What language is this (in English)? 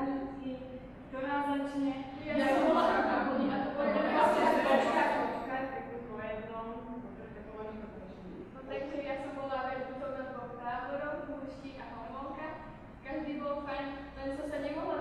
Slovak